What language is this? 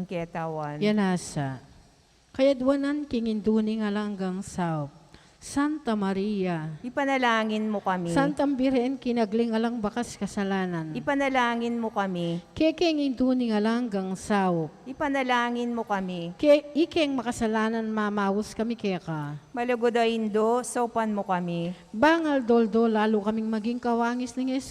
Pampanga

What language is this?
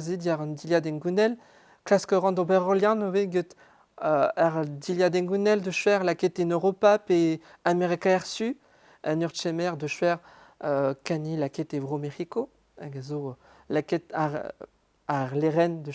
Breton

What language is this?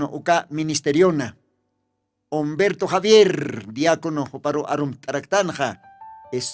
Aymara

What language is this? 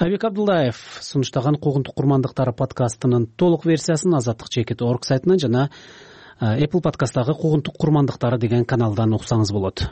Kyrgyz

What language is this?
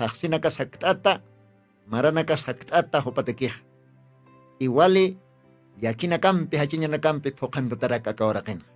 Aymara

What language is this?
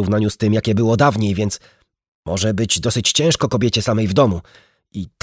Polish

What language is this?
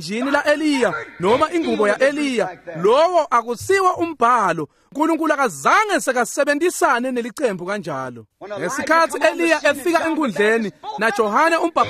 Swati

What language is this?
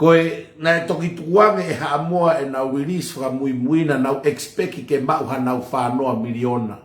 Tongan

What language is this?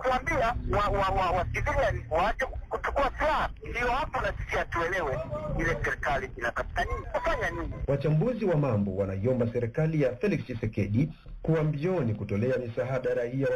Kinyarwanda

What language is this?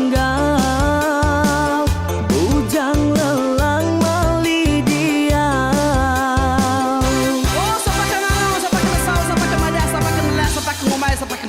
Iban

